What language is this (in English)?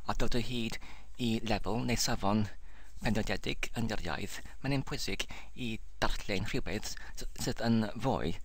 Welsh